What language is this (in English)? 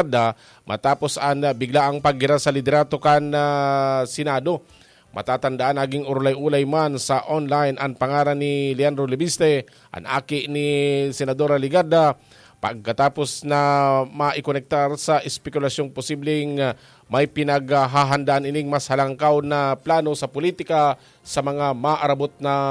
Bikol